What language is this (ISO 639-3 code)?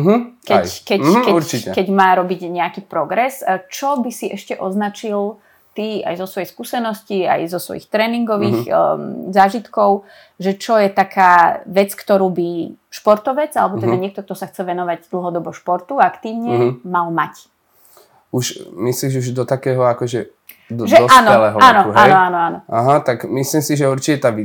slk